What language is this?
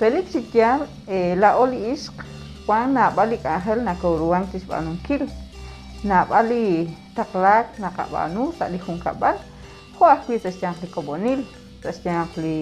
Kekchí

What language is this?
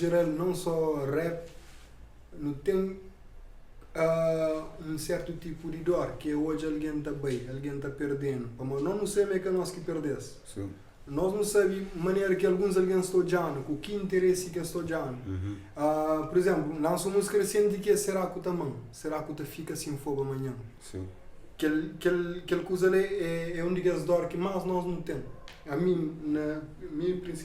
Kabuverdianu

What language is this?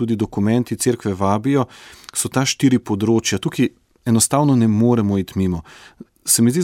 Slovenian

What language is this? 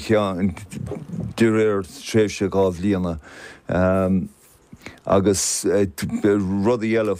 Irish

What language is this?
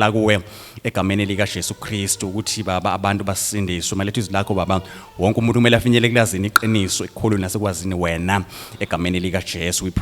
Zulu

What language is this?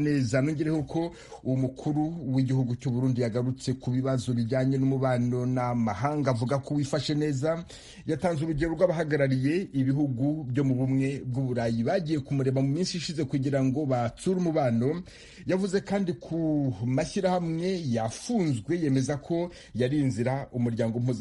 Kinyarwanda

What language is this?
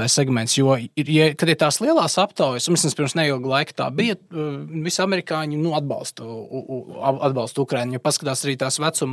Latvian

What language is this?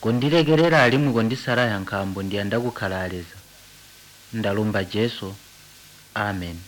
Tonga (Zambia)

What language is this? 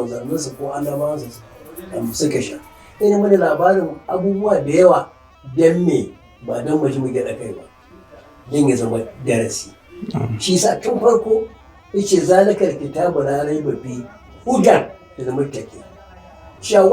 Hausa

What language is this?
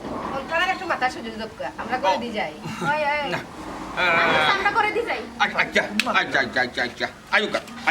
Sylheti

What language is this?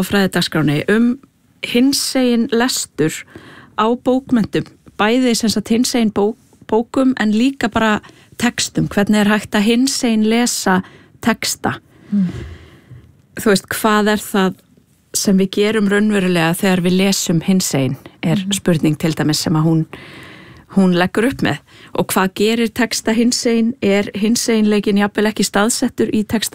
Icelandic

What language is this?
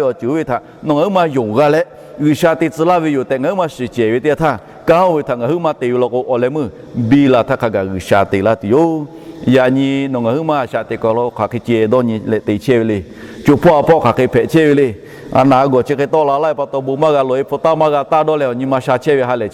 Lahu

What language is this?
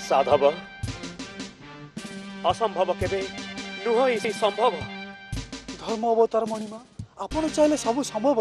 Odia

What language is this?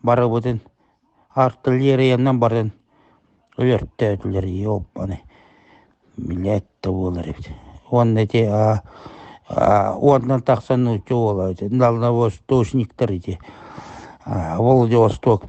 Yakut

